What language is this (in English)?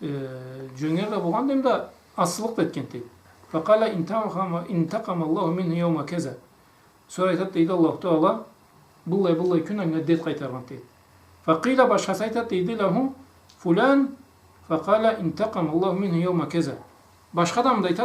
Karachay-Balkar